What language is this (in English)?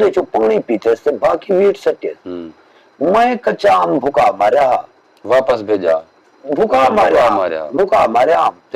Saraiki